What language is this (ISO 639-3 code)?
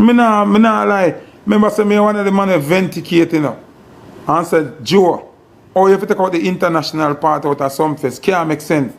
jam